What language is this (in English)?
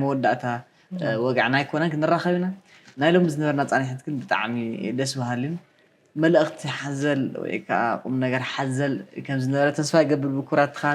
Tigrinya